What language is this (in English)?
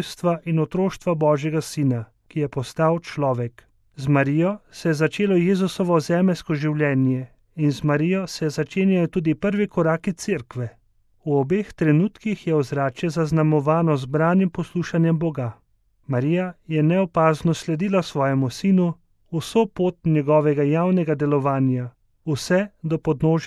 Slovenian